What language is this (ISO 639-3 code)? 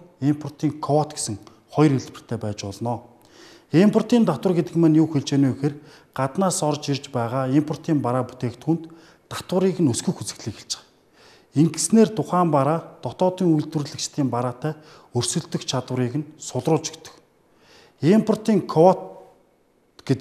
mon